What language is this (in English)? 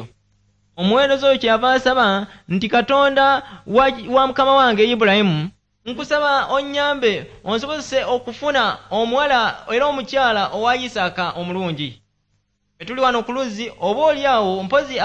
Ganda